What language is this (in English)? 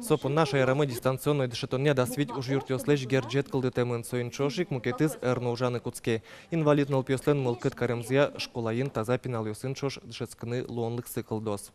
Udmurt